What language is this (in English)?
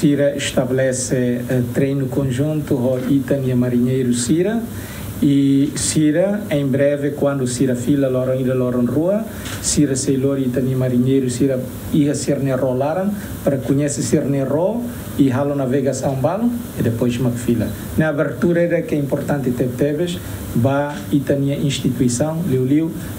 Tetum